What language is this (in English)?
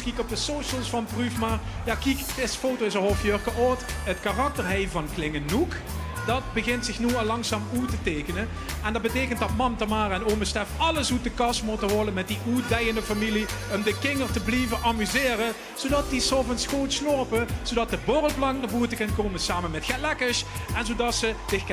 Limburgish